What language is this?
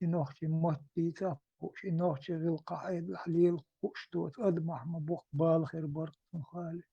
Chechen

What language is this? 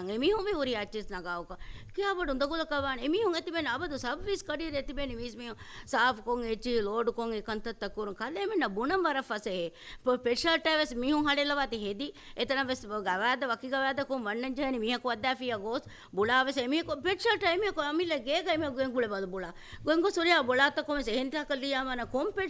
Divehi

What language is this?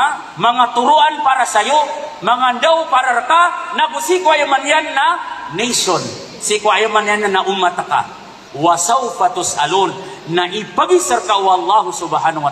Maranao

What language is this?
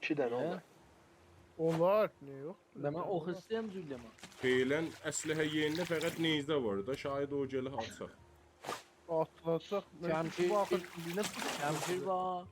South Azerbaijani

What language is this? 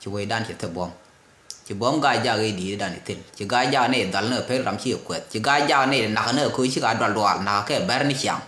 Nuer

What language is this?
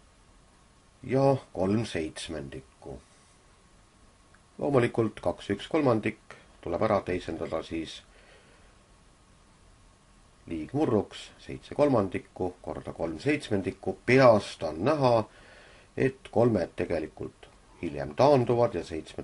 Estonian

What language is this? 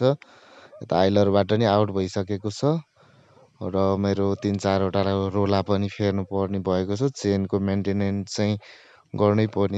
Nepali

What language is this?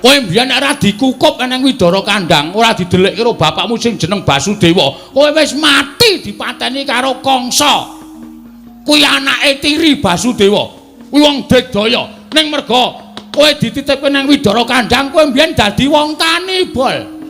Javanese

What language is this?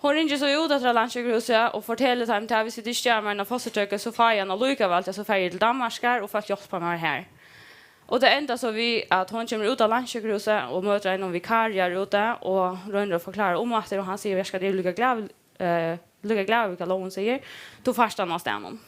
Faroese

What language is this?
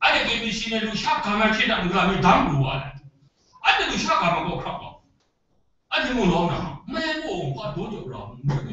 Kachin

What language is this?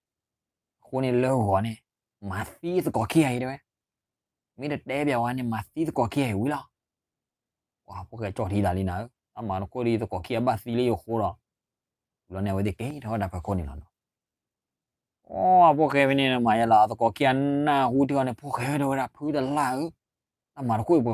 S'gaw Karen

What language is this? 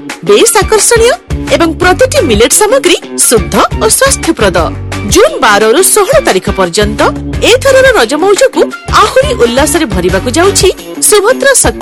Odia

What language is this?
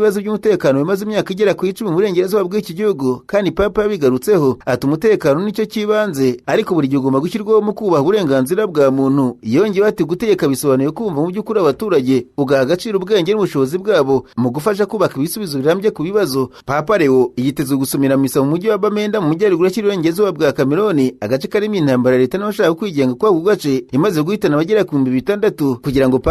Kinyarwanda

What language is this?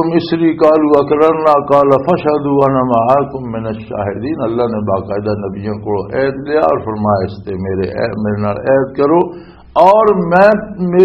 Western Panjabi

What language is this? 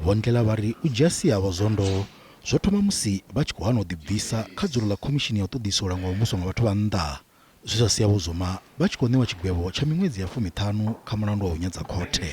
Venda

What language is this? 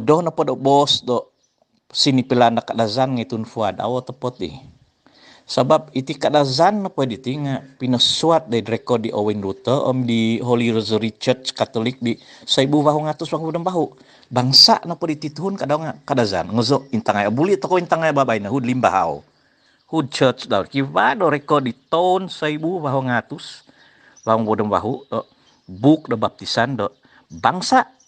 Central Dusun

